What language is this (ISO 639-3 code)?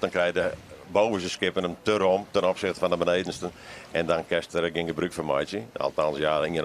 fry